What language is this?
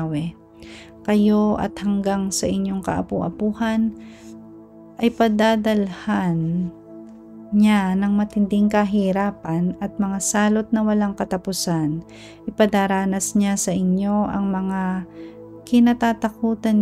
Filipino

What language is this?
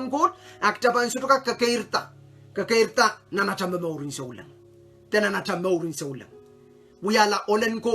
Pohnpeian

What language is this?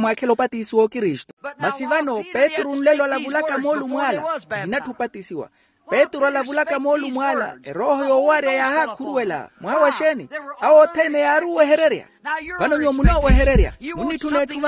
Makhuwa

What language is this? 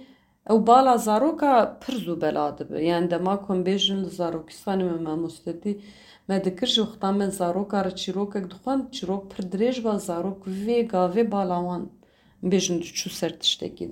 Kurdish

